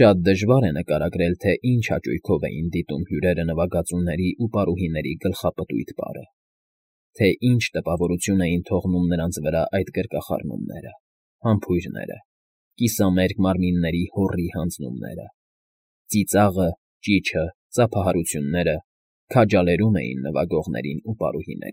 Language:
Armenian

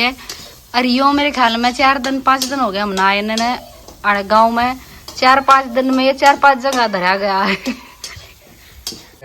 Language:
Haryanvi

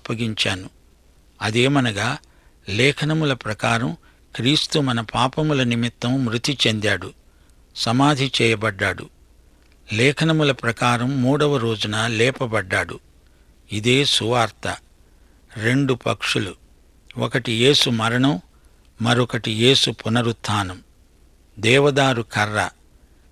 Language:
Telugu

